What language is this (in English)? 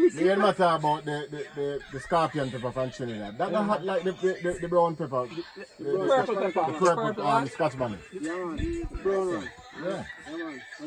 Jamaican Creole English